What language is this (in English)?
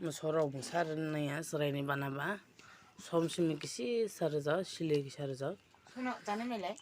Kok Borok